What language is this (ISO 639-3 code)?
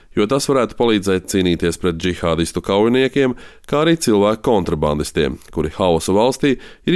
lav